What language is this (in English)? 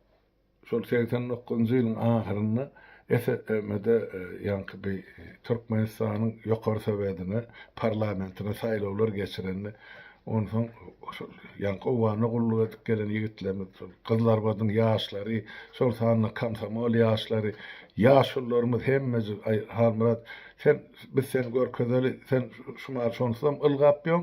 Turkmen